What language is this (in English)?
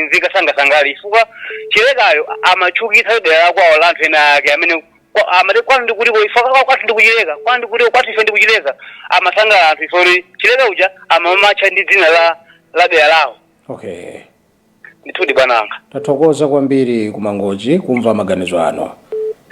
Nyanja